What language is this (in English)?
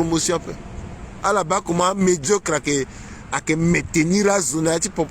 Sango